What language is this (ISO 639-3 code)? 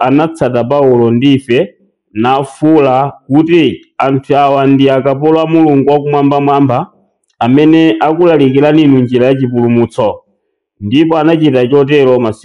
nya